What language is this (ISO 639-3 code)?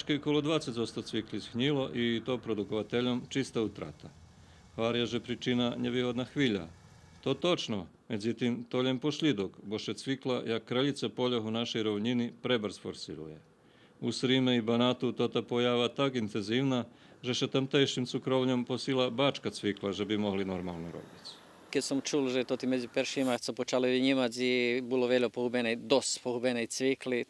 rue